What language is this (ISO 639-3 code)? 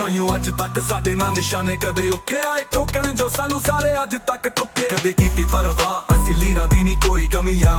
pan